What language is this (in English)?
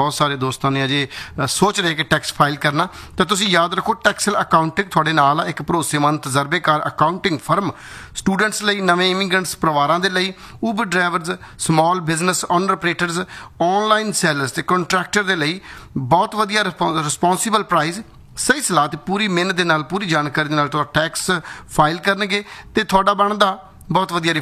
Punjabi